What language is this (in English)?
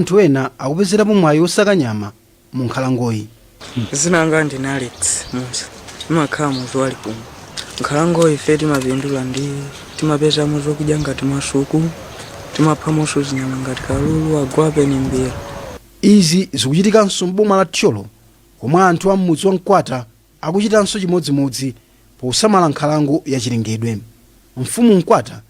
Nyanja